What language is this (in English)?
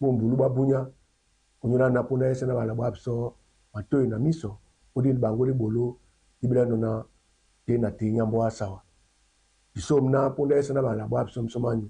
Duala